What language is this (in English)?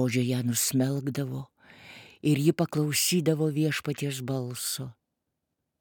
Lithuanian